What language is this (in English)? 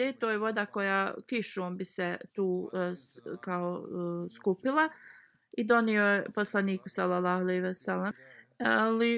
Bosnian